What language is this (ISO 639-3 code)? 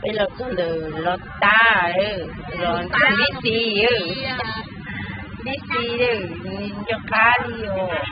hmn